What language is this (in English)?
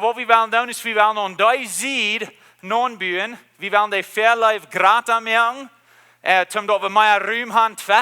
Plautdietsch